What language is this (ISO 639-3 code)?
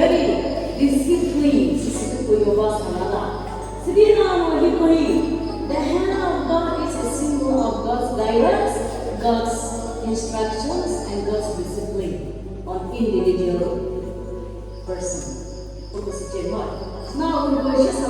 nri